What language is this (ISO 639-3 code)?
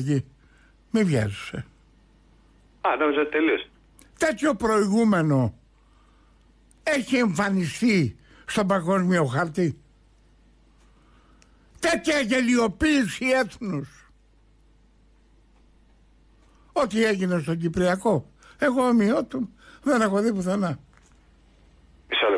ell